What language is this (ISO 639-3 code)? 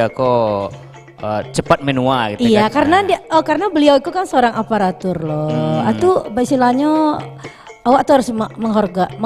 min